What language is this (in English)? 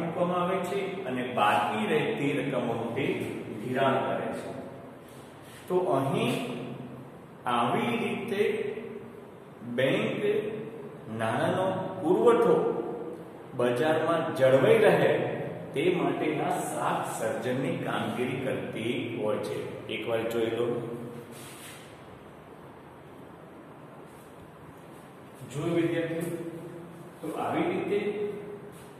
Gujarati